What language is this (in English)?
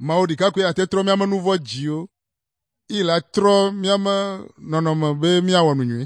Ewe